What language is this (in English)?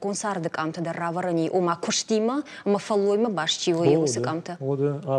Ossetic